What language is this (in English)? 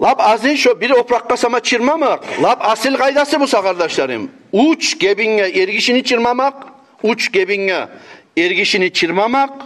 Kumyk